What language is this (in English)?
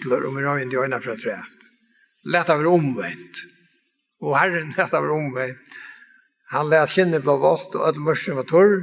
Faroese